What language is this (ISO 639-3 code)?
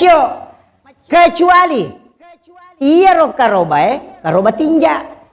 bug